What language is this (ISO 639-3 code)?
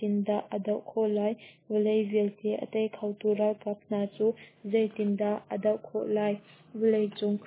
cnh